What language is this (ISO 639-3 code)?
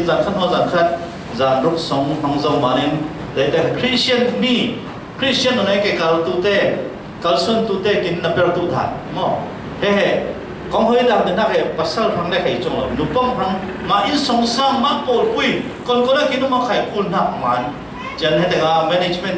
cfm